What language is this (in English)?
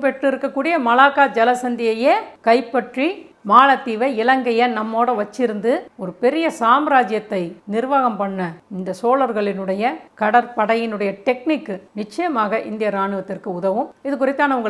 Tamil